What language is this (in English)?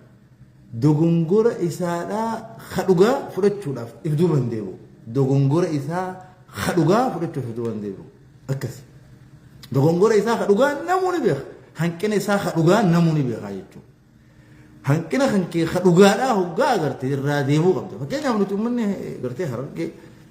Oromo